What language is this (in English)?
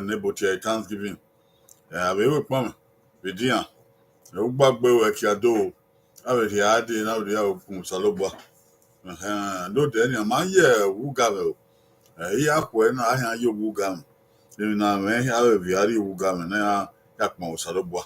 Bini